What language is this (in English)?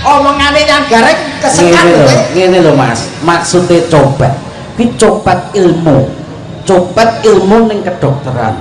Javanese